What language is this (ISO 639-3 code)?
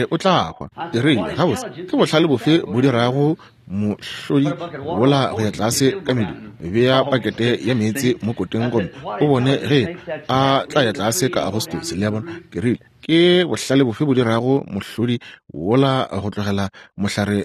nso